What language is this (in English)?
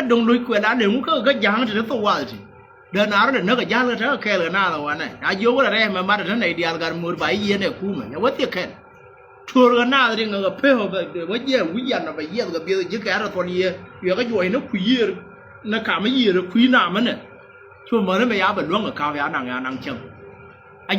Nuer